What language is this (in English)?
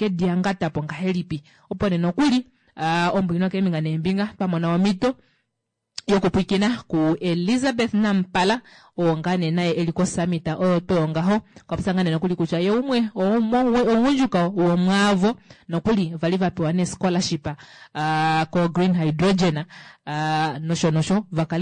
Kuanyama